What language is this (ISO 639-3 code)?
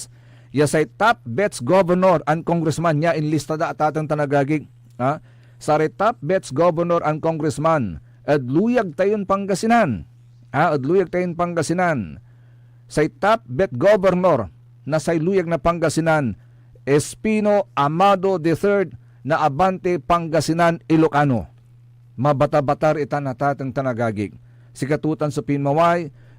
pag